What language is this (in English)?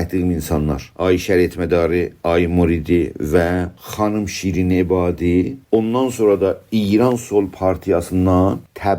South Azerbaijani